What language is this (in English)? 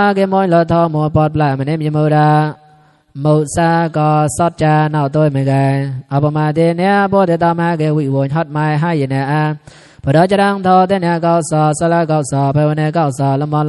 Mon